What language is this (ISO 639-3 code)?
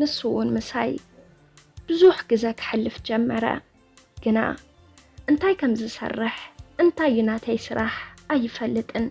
tir